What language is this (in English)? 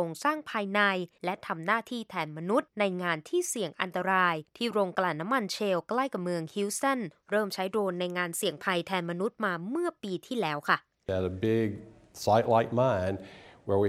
Thai